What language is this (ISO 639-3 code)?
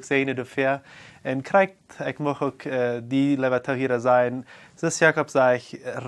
pdt